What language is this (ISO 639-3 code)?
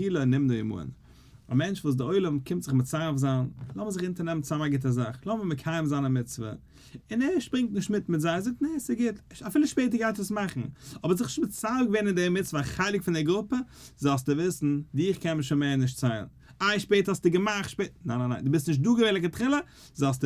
yid